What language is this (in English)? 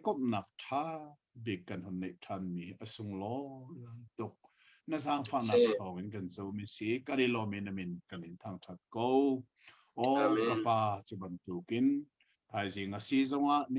Hakha Chin